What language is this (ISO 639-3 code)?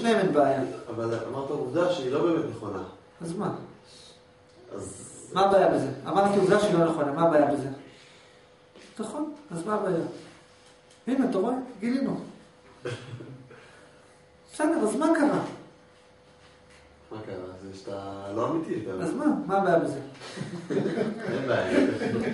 heb